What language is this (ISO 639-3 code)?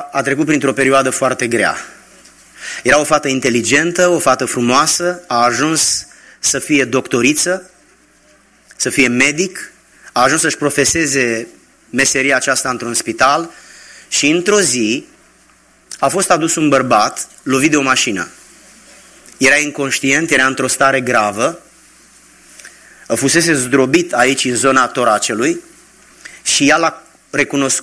ron